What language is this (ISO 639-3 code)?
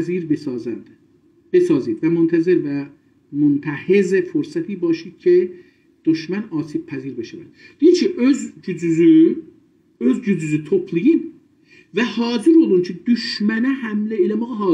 azb